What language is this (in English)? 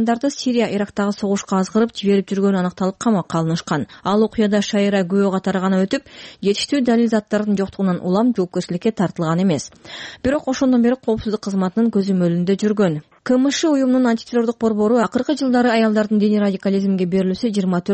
Kyrgyz